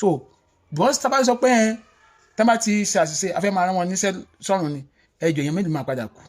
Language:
Yoruba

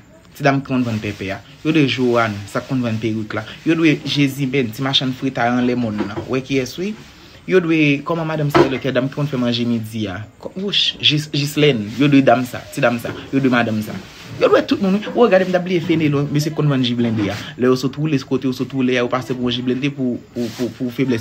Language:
Haitian Creole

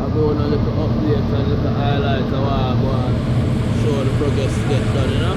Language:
Jamaican Creole English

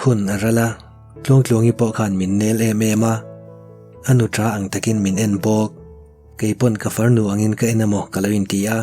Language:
Mizo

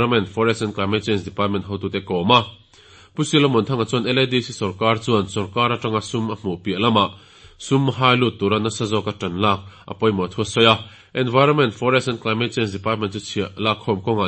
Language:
Mizo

